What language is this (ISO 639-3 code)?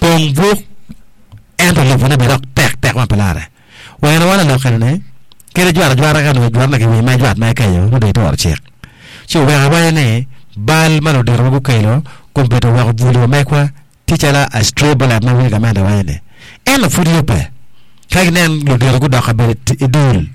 ach